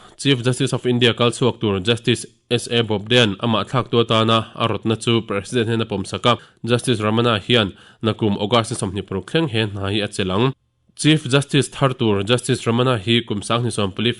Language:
Mizo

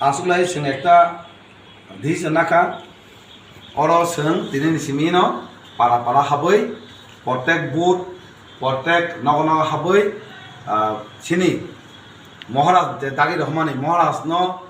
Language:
Kok Borok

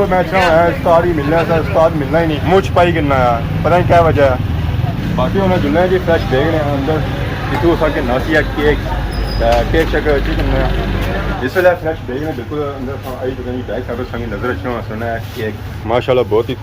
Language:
Pahari-Potwari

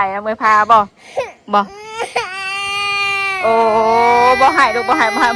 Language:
Northeastern Thai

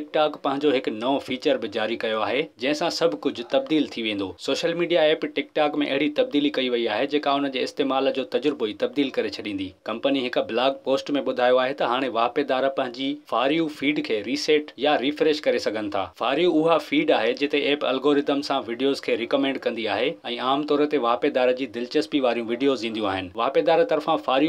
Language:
Sindhi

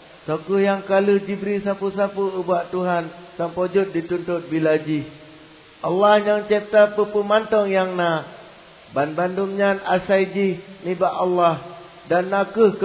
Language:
Achinese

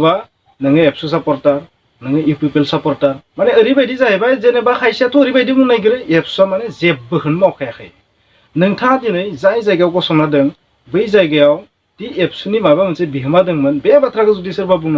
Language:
Bodo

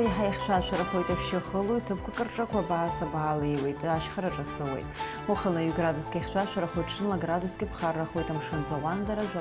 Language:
Abkhazian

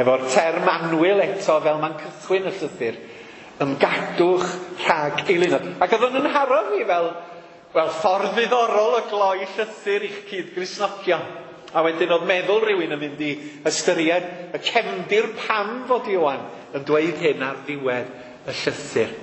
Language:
Welsh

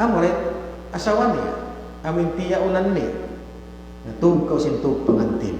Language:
Tausug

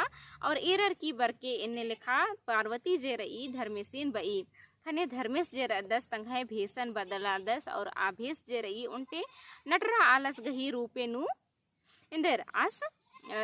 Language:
Kurukh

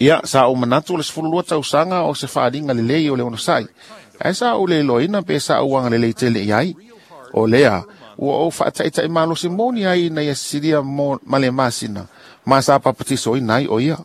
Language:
Samoan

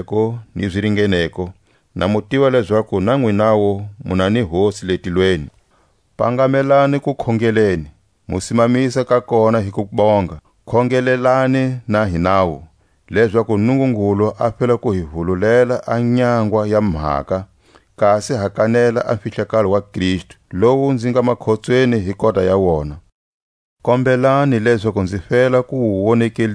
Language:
Tswa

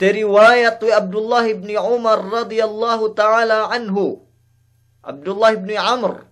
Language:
Yakan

